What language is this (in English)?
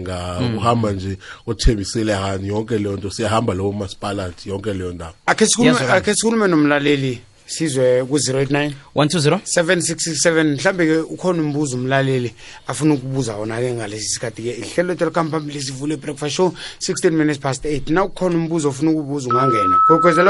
South Ndebele